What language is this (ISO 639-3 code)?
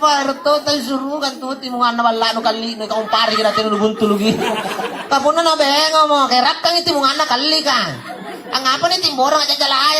mak